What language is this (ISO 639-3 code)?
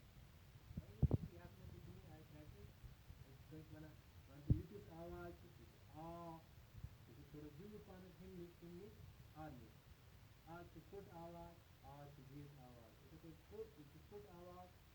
kas